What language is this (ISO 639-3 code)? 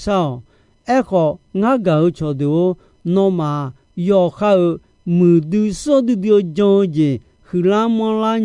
ahk